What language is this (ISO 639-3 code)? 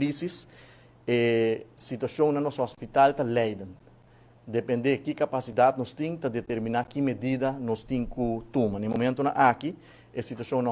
pap